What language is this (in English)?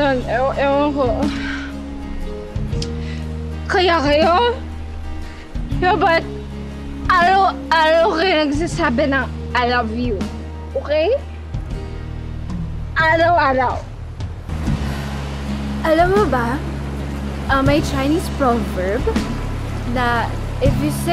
Filipino